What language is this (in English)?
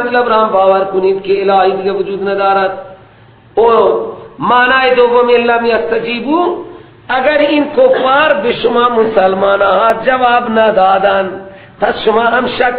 Persian